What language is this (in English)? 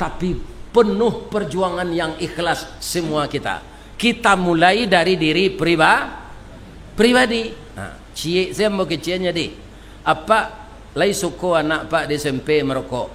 Minangkabau